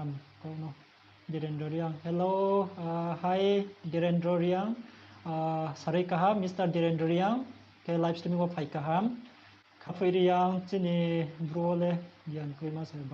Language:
Riang (India)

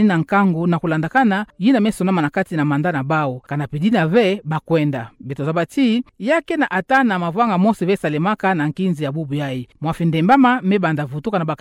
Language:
Kituba (Democratic Republic of Congo)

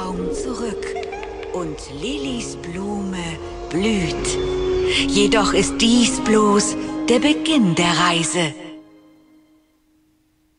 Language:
German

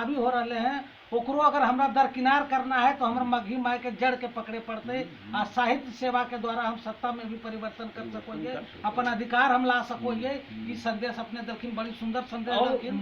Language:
Magahi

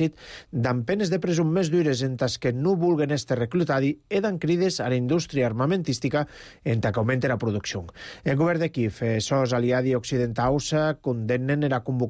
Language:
Catalan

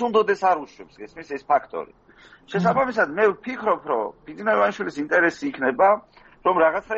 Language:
Georgian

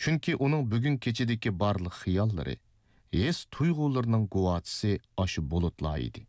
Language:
Uyghur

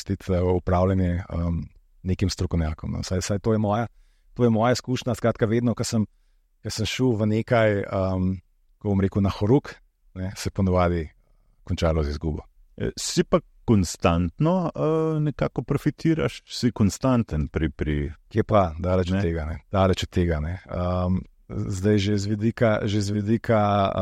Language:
Slovenian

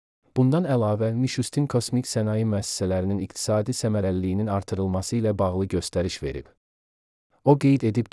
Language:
Azerbaijani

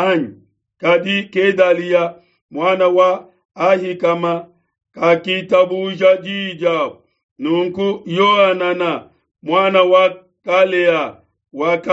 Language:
Luba-Lulua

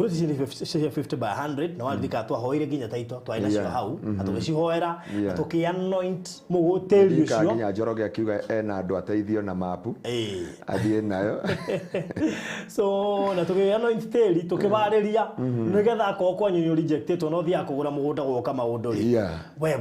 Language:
Kikuyu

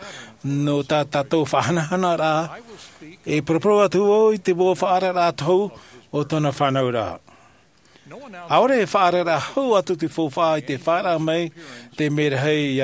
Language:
Tahitian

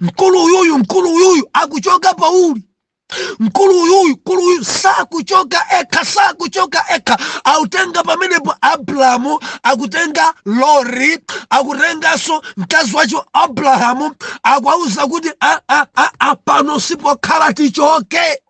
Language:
Nyanja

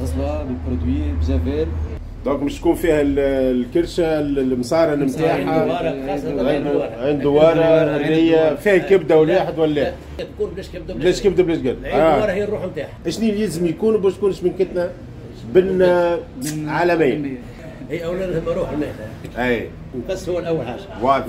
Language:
Tunisian Arabic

